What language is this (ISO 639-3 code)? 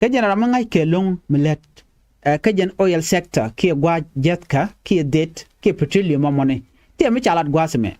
nus